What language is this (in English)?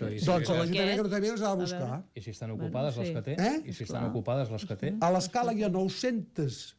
Catalan